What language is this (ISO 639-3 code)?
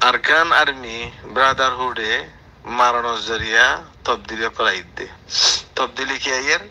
rhg